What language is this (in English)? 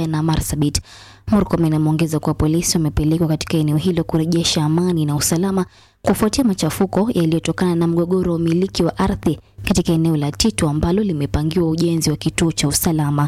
Swahili